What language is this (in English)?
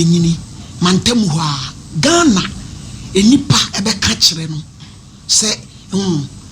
Akan